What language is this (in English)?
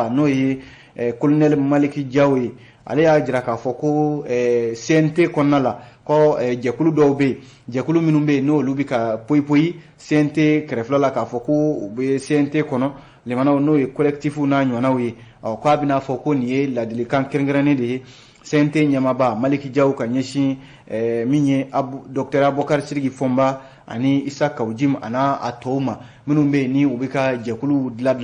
Bambara